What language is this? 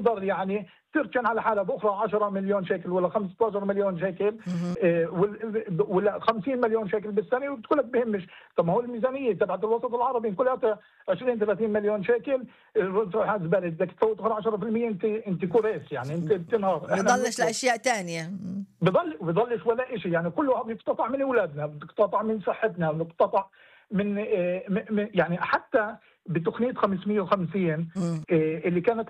North Levantine Arabic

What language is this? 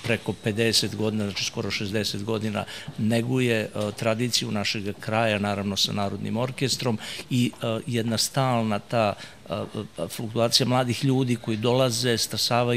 Serbian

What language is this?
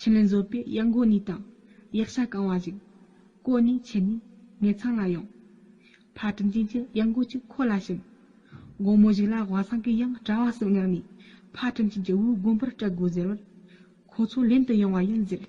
Tibetan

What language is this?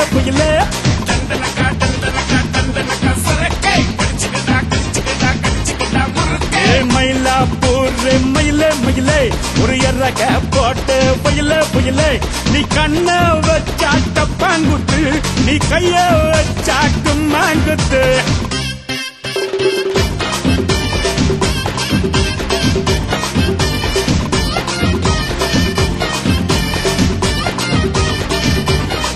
Tamil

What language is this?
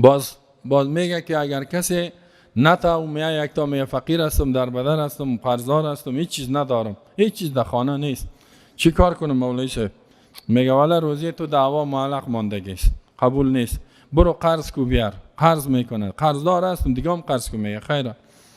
Persian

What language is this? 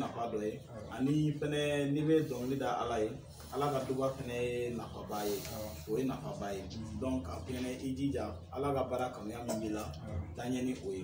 Bambara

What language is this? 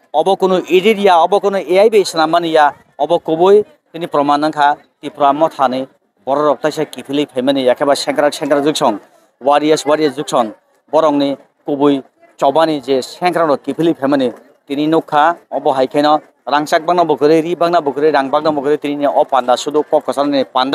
Kok Borok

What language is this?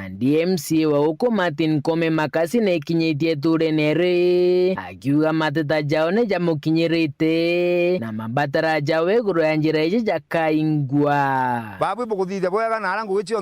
Meru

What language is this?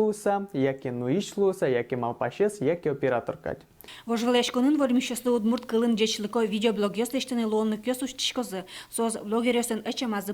Udmurt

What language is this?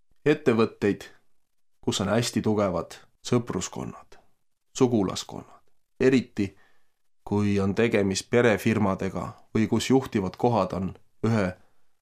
Estonian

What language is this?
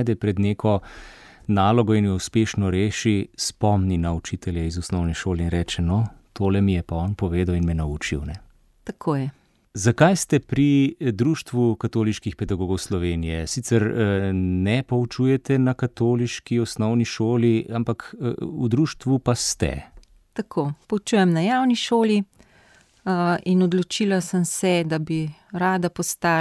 Slovenian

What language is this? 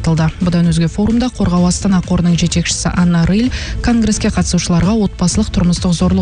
Kazakh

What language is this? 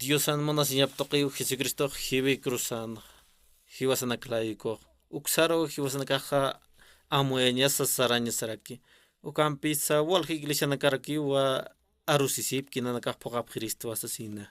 Aymara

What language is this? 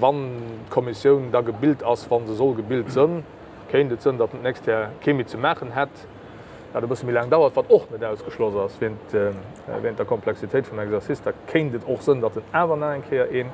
Luxembourgish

